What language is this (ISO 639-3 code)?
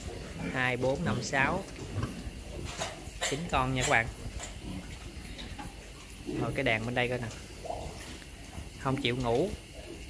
vie